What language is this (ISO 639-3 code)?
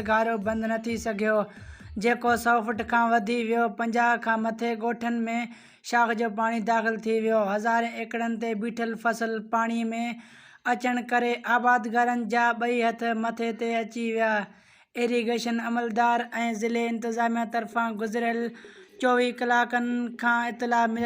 snd